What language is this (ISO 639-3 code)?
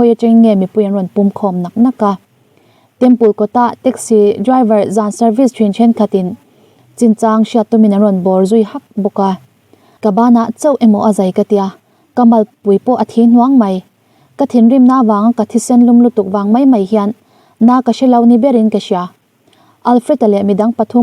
lus